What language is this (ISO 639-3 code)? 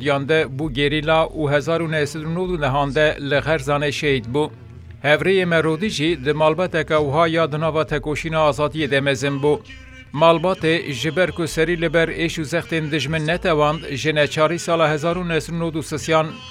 kur